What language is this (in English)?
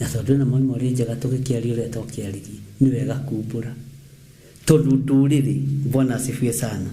Kikuyu